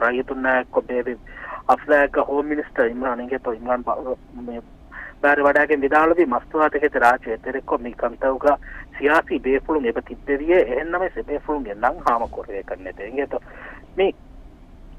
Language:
Divehi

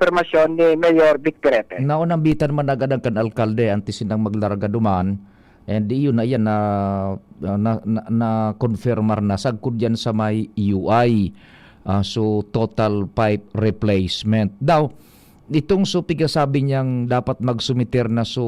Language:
Bikol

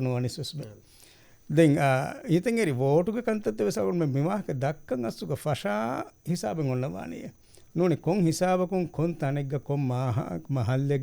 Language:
Divehi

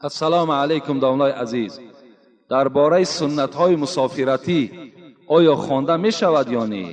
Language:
Tajik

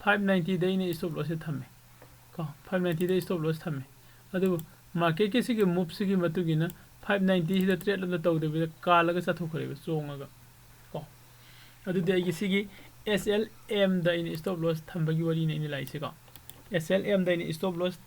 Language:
Manipuri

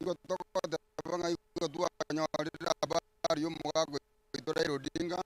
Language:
Gusii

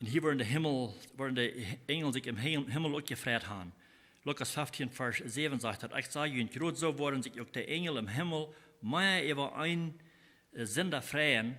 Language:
Plautdietsch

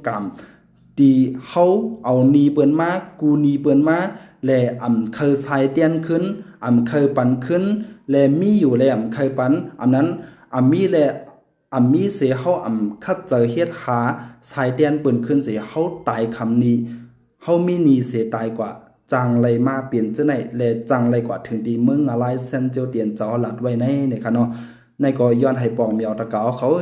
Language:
Shan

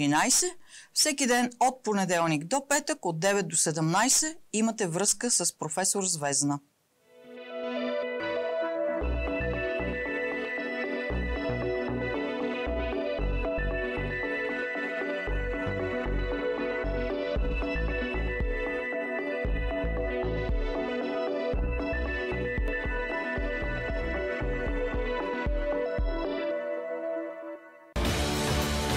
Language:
Bulgarian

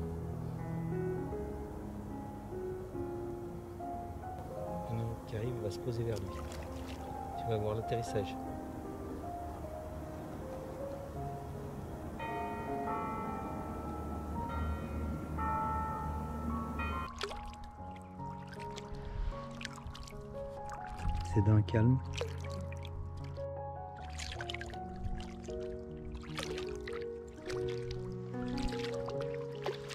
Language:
French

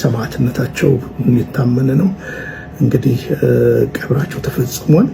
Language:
Amharic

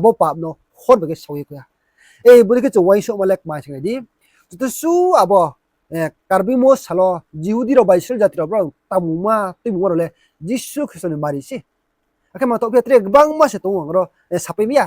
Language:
Riang (India)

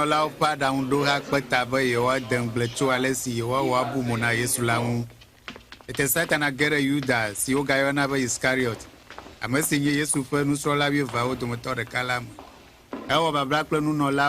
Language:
Ewe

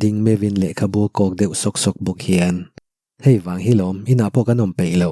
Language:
Mizo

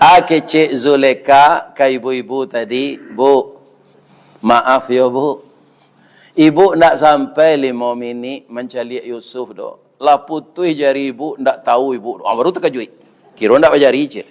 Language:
Minangkabau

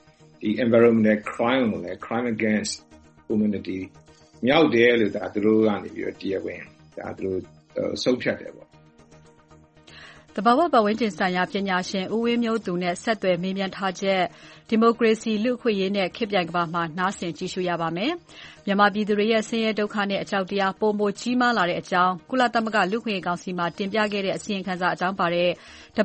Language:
Burmese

